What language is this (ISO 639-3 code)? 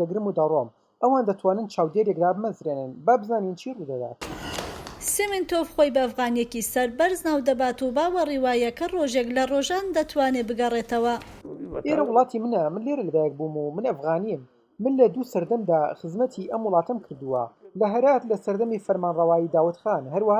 ckb